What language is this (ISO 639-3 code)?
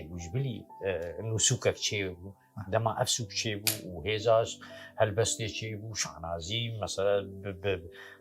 kur